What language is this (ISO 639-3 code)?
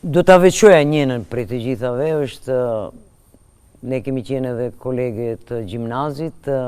sqi